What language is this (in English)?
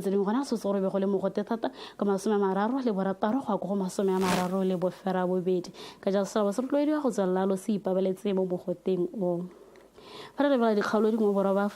Tswana